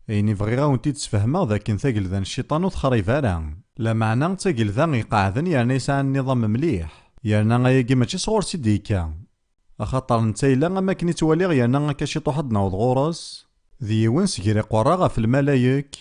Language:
Kabyle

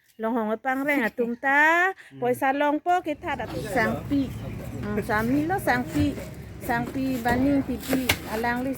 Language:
Karbi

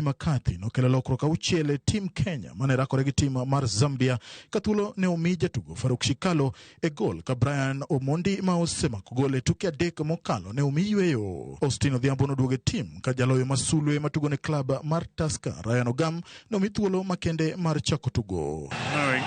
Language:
Luo (Kenya and Tanzania)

